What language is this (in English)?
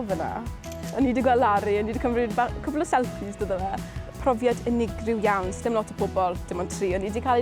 Welsh